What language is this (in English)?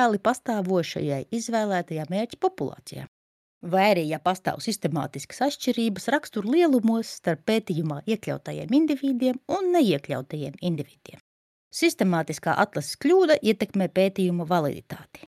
Latvian